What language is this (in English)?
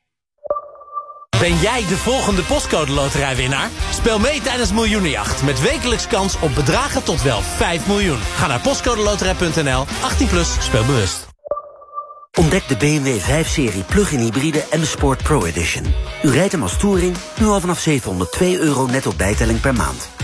Dutch